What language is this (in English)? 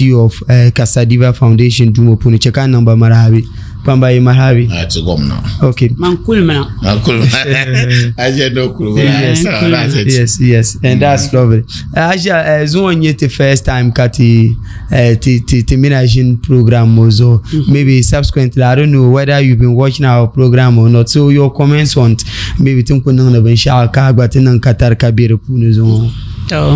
Dagbani